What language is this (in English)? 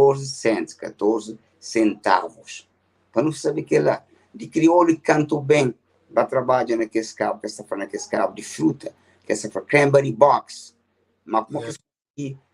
Kabuverdianu